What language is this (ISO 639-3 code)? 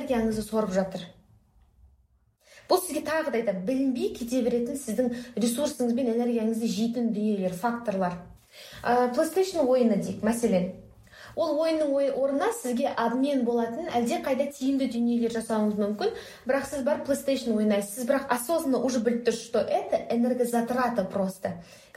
kaz